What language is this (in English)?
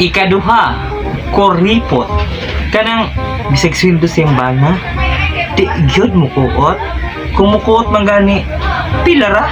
Cebuano